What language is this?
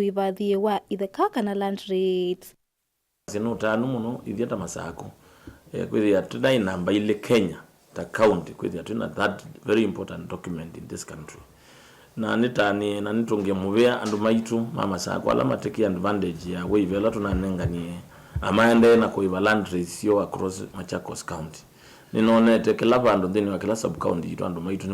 Kamba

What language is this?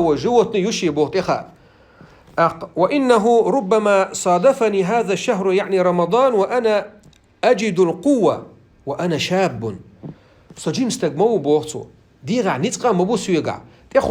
Chechen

